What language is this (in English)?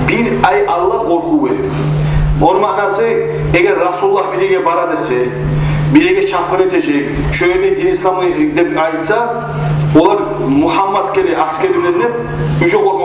Kumyk